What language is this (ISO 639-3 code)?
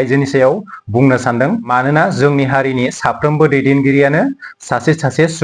brx